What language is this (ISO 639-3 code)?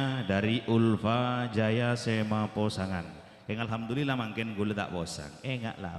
mad